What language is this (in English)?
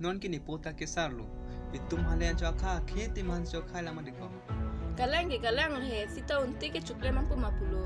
Karbi